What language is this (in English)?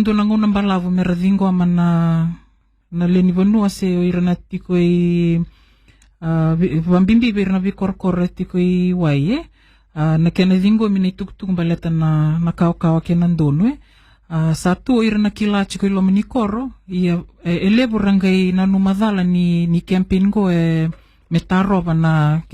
Fijian